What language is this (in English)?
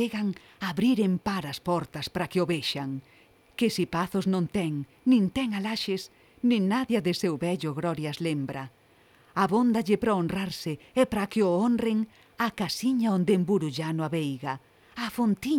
Galician